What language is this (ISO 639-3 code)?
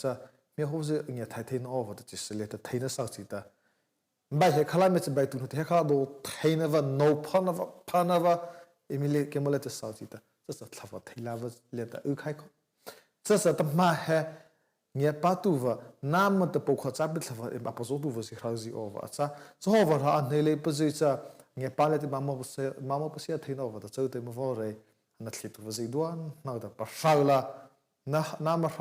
mrh